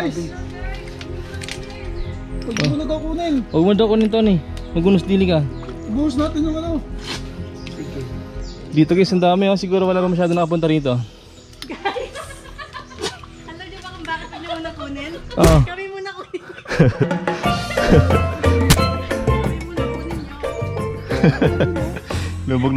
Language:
Filipino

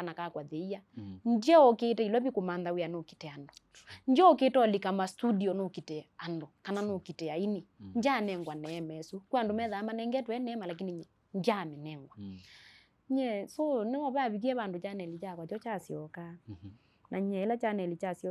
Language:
Kamba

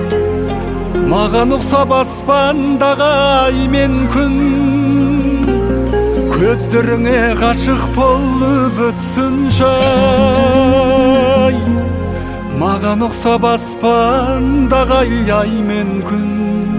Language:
Kazakh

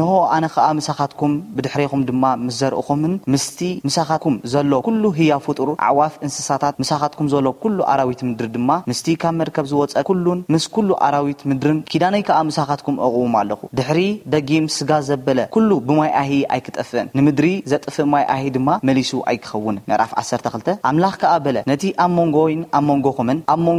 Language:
Tigrinya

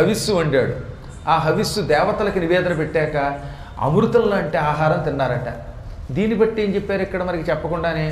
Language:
Telugu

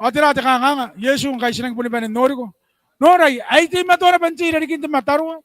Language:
Gilbertese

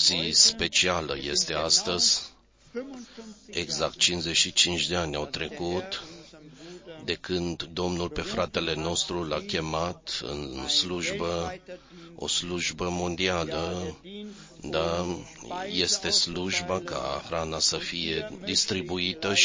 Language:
Romanian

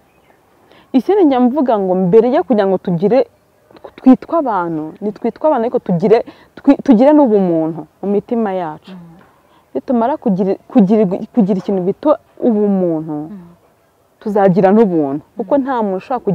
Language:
Kinyarwanda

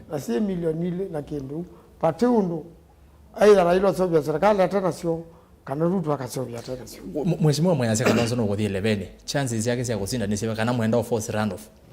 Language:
Kamba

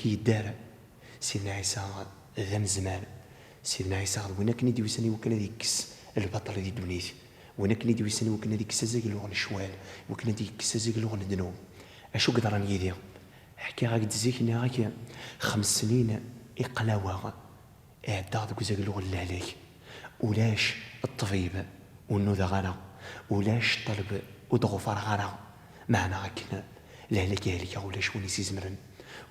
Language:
Kabyle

